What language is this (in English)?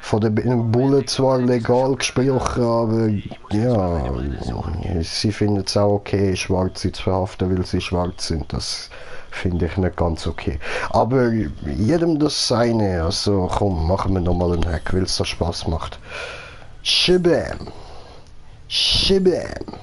Swiss German